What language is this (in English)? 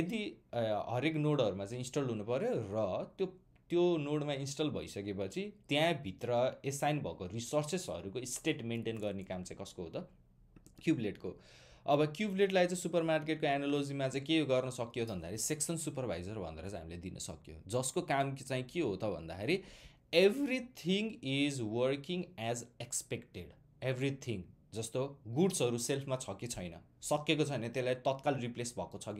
Nepali